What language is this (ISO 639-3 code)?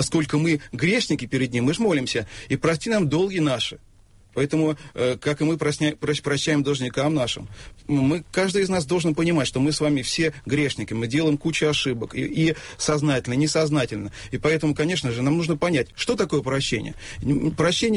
rus